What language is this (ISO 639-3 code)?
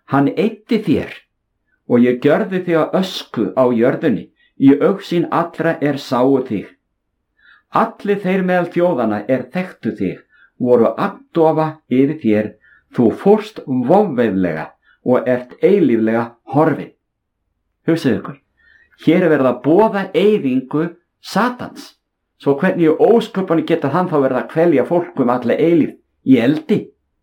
isl